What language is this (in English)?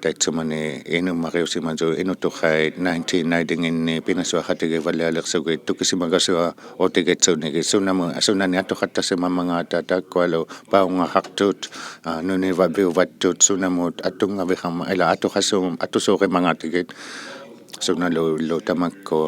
Inuktitut